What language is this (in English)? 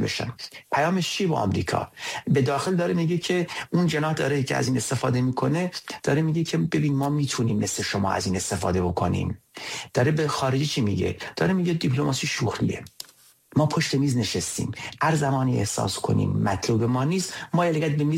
Persian